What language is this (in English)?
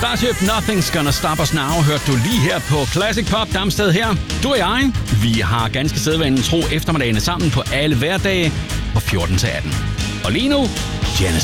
Danish